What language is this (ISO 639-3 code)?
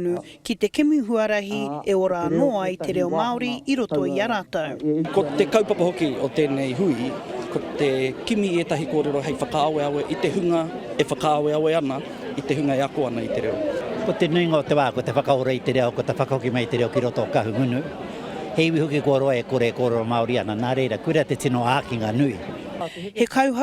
mri